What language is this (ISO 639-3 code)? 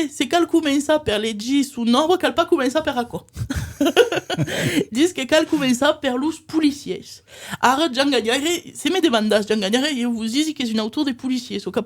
oci